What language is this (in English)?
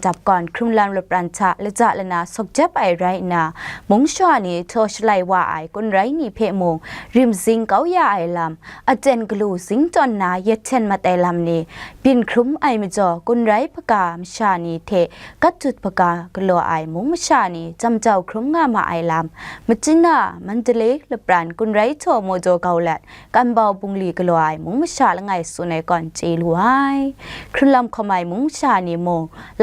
Kachin